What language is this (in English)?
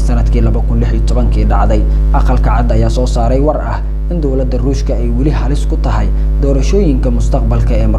Somali